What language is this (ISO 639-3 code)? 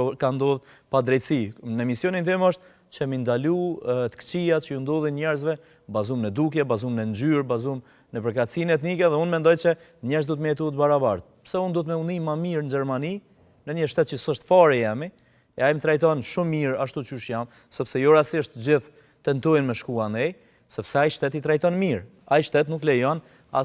sqi